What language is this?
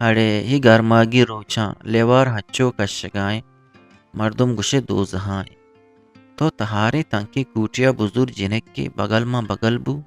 Eastern Balochi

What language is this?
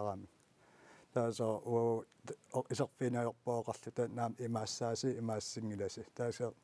Kalaallisut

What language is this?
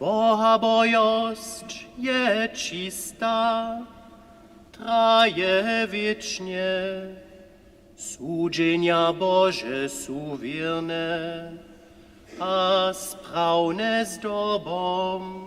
Upper Sorbian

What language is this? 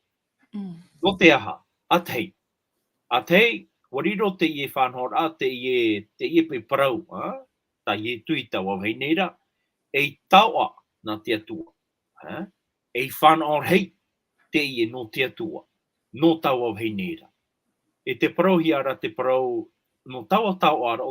Tahitian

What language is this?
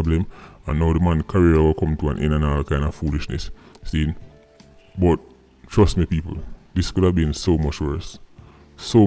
Jamaican Creole English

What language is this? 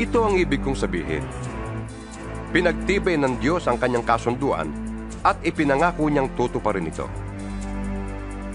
Filipino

